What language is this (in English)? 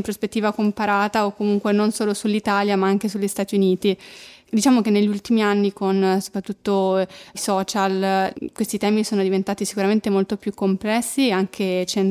Italian